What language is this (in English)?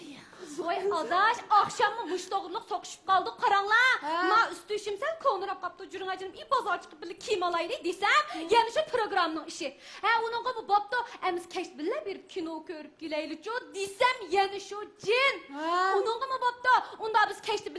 Uyghur